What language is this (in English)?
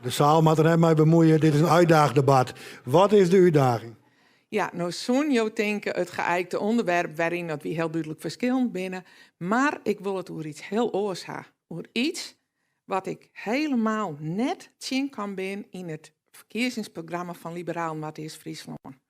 Western Frisian